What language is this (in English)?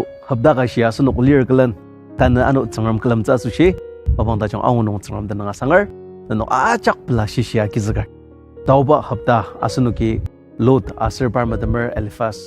Ao Naga